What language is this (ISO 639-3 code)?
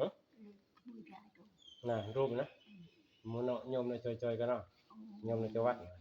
tts